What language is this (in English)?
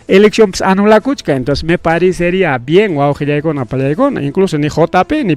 Ayacucho Quechua